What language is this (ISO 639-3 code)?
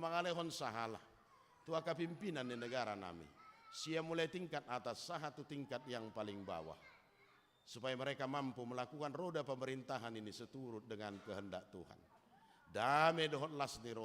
bbc